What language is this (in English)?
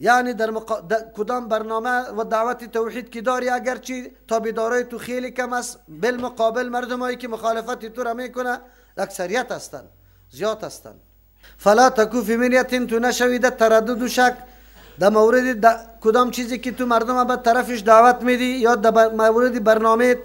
Persian